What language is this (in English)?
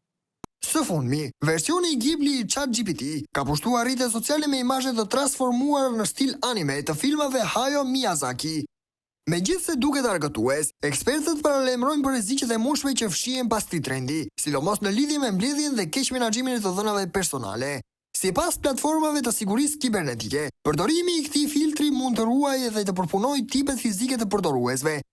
Albanian